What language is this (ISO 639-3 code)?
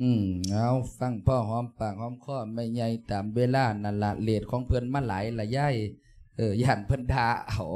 lao